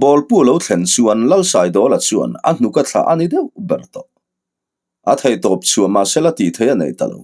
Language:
Mizo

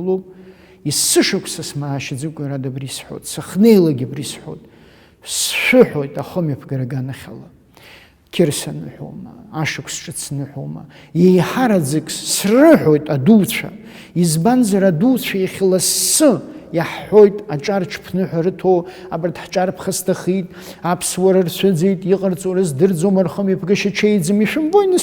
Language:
Abkhazian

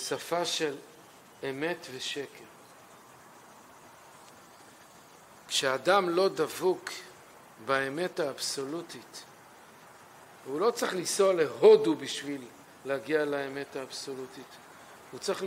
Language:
Hebrew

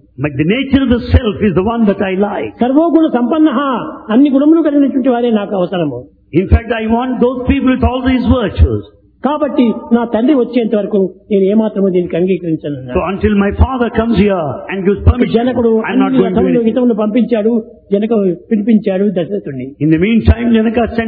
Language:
Telugu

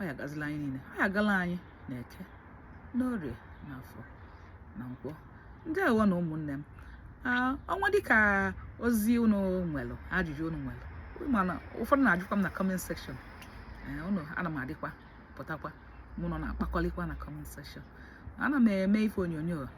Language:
Igbo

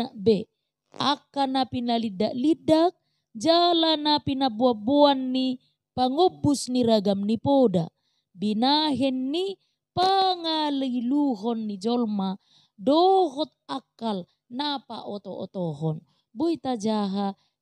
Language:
Batak Toba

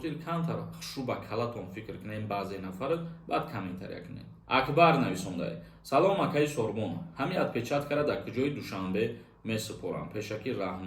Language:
Tajik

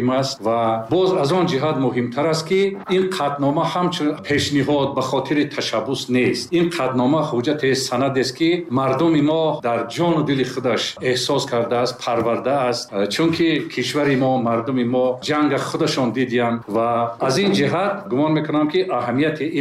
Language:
Tajik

